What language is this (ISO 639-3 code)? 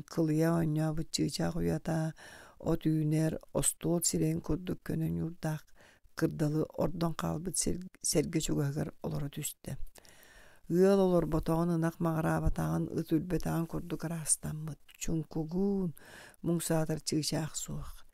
sah